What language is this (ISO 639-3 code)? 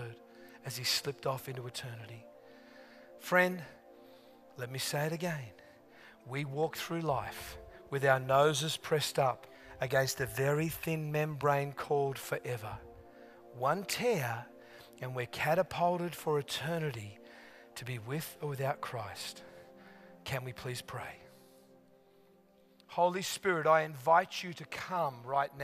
eng